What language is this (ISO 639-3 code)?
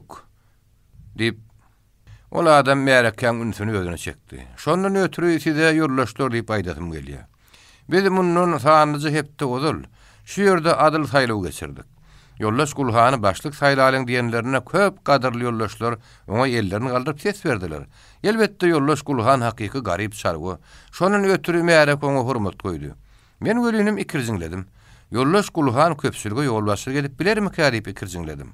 tuk